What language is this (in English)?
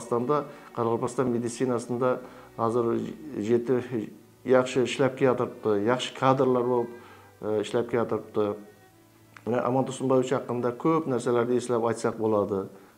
Kara-Kalpak